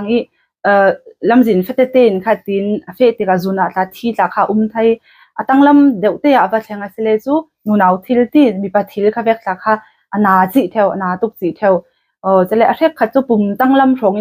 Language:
Falam Chin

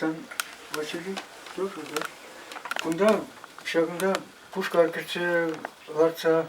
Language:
Chuvash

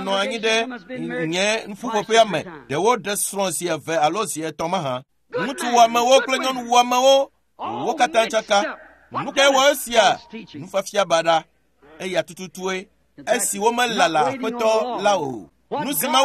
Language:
Ewe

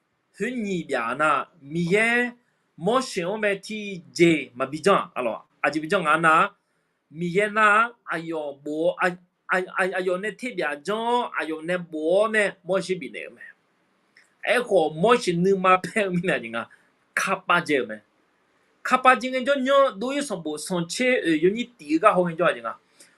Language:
Akha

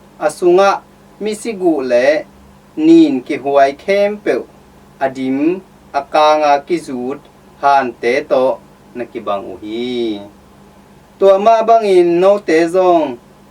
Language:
Tedim Chin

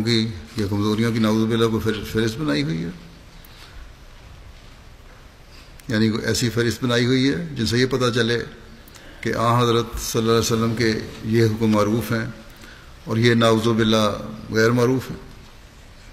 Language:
Urdu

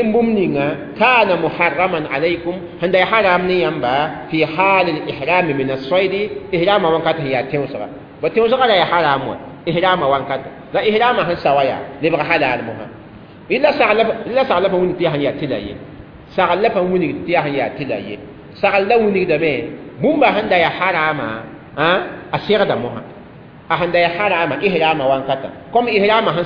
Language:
Mossi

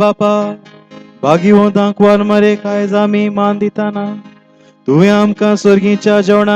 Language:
Konkani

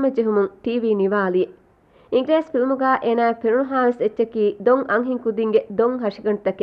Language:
Divehi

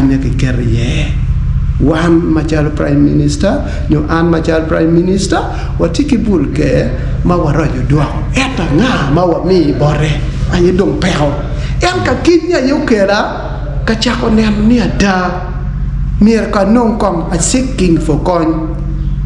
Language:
Acoli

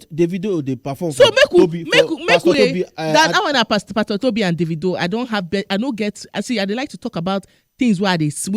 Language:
Nigerian Pidgin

